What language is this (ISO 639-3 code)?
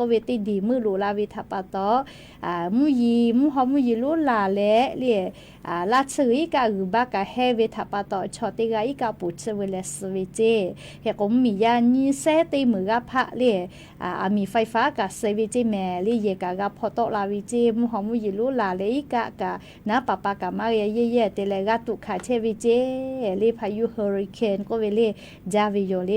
lhu